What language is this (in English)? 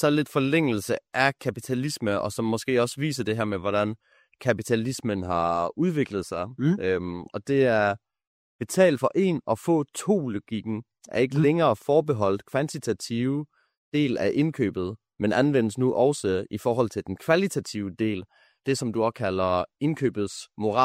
Danish